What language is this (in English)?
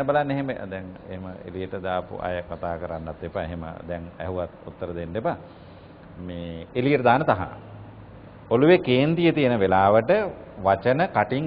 Sinhala